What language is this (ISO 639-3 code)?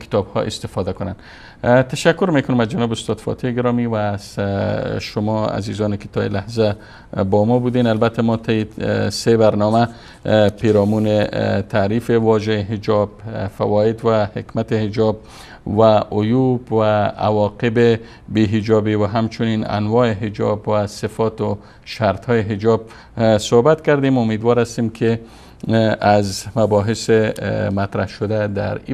fas